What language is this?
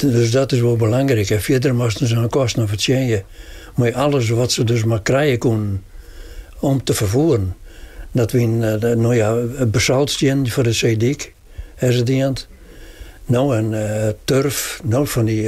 Western Frisian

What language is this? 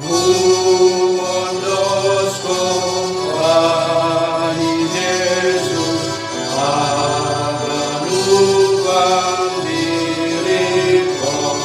Batak Simalungun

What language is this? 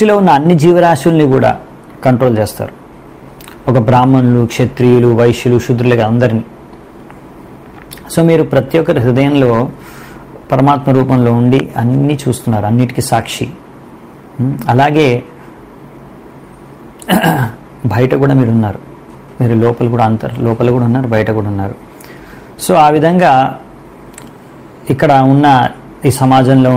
Telugu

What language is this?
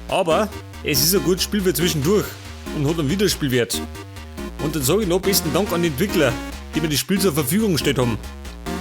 Bavarian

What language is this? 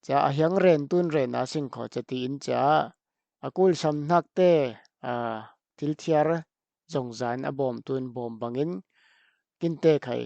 Falam Chin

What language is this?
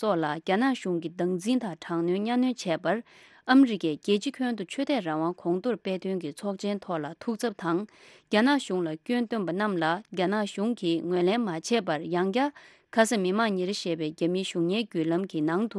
Tibetan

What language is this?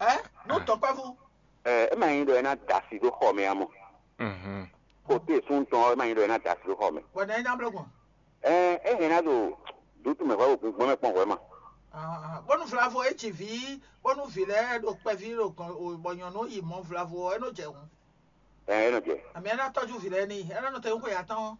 Fon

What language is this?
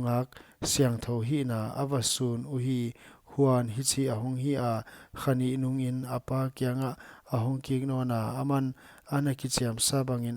Paite Chin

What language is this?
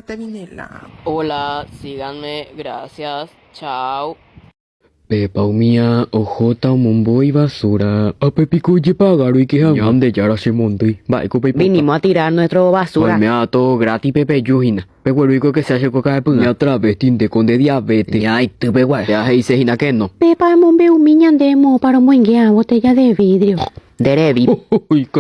Guarani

